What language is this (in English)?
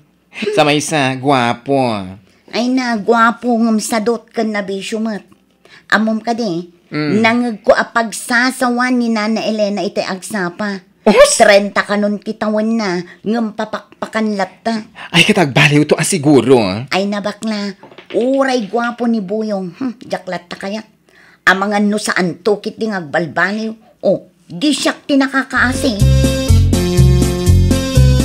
Iloko